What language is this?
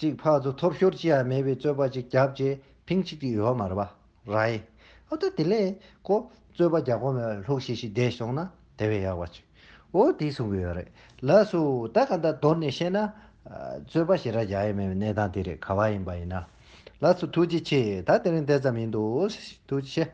Tibetan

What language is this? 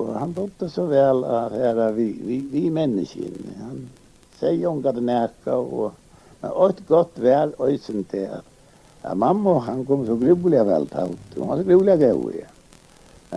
Faroese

